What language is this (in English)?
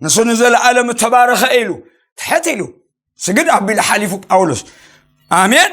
Tigrinya